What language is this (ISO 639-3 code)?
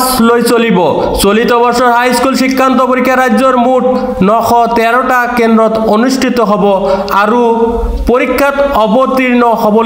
asm